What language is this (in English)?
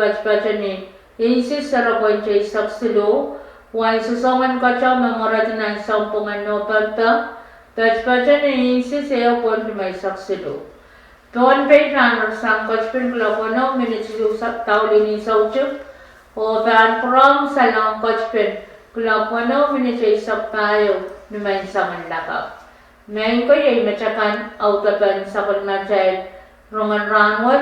Pohnpeian